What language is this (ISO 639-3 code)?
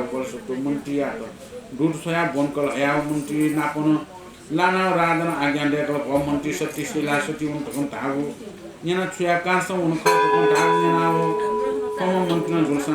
new